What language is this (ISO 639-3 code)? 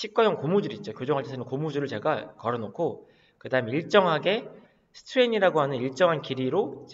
kor